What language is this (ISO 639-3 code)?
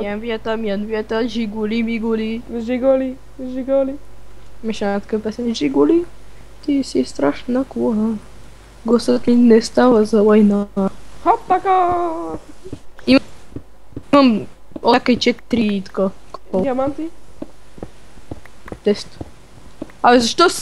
bul